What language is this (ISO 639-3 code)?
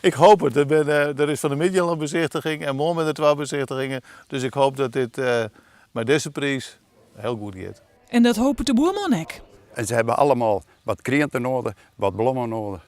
fry